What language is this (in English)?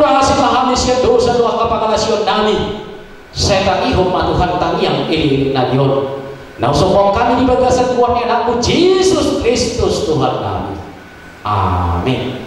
Batak Toba